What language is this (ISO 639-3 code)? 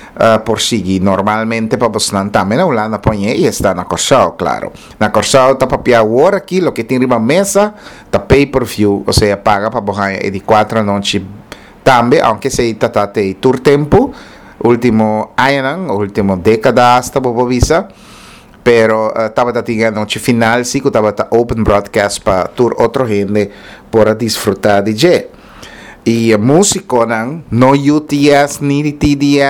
pap